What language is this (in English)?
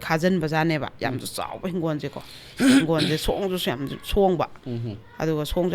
Manipuri